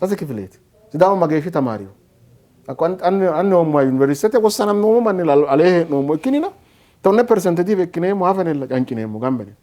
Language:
Sidamo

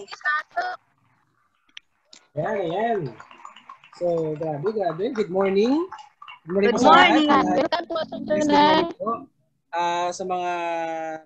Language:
Filipino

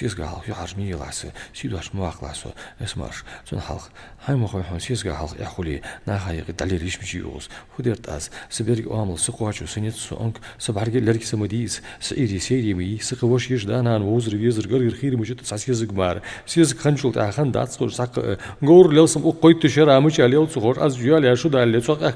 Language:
Ingush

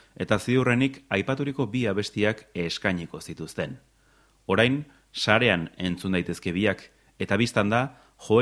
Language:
Basque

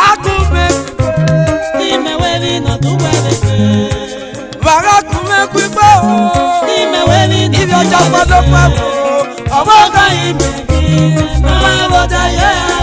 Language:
Esan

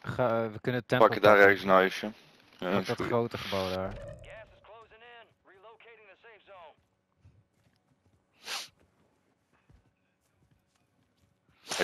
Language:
Dutch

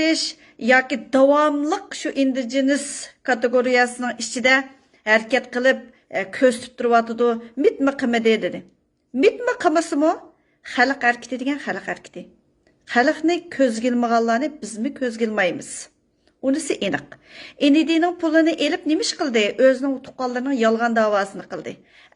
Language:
Uyghur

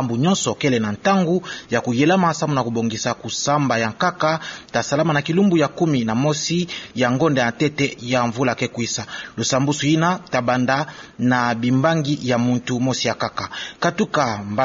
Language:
Kituba (Democratic Republic of Congo)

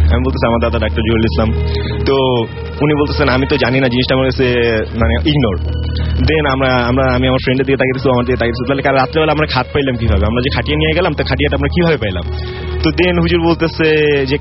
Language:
Bangla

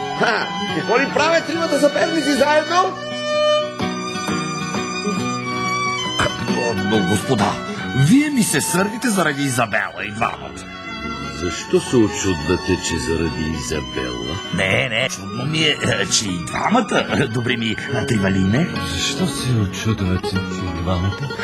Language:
Bulgarian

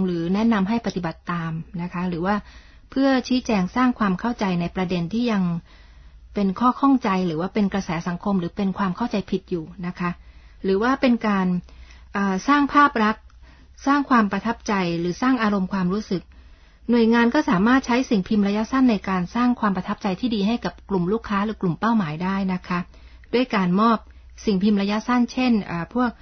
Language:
Thai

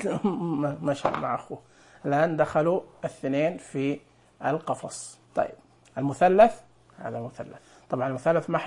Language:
Najdi Arabic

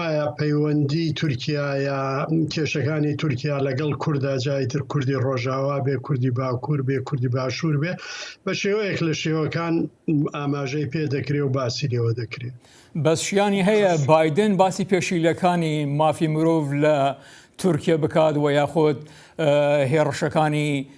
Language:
Central Kurdish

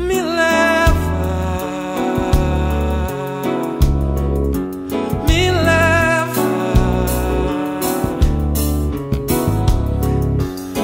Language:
Portuguese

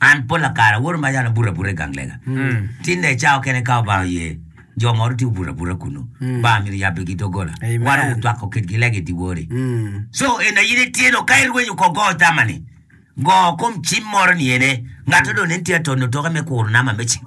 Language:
Acoli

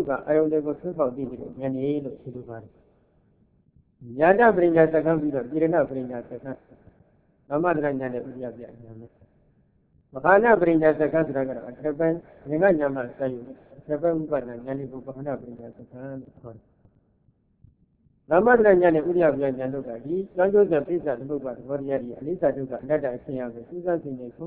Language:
Burmese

